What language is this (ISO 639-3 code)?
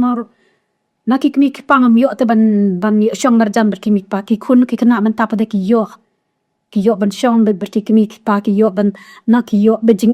kha